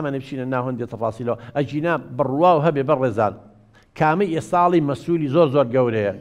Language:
Central Kurdish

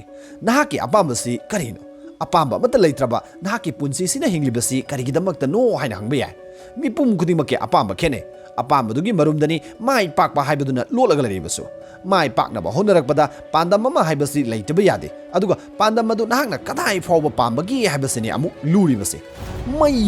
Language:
Manipuri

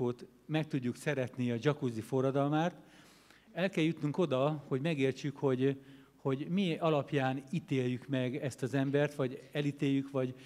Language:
Hungarian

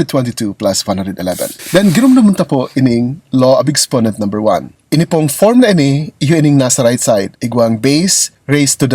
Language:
Bikol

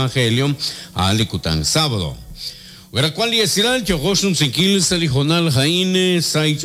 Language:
Kekchí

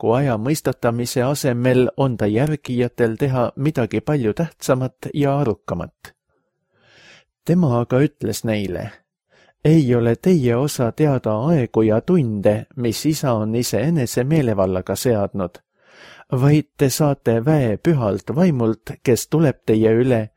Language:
Estonian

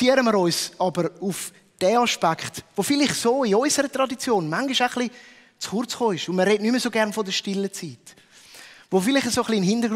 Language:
Swiss German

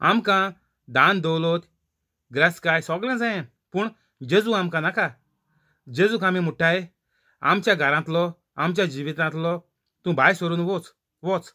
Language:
Konkani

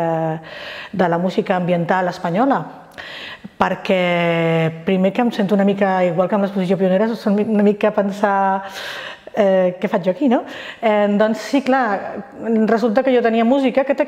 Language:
Catalan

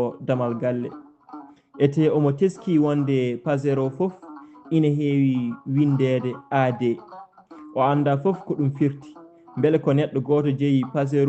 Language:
Fula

